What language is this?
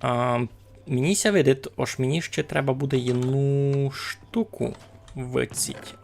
Rusyn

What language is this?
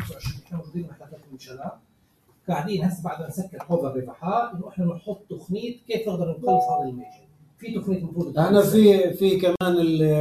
North Levantine Arabic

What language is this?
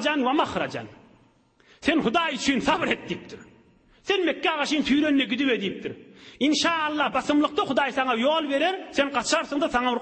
Turkmen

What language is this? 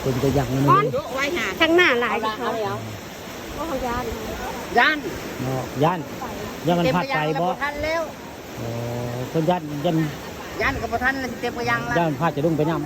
Northeastern Thai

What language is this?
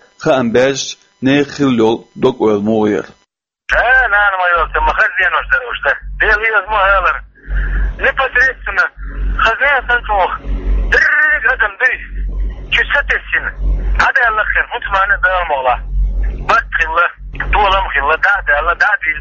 Chechen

